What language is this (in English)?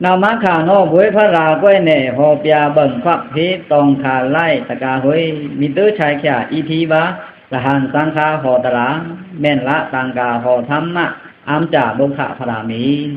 Pa'o Karen